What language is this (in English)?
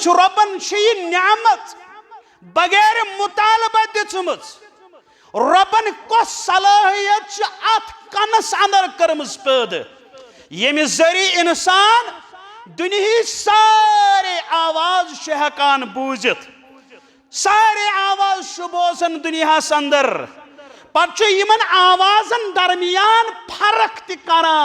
Kashmiri